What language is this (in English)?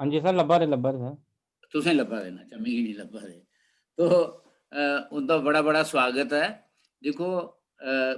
Dogri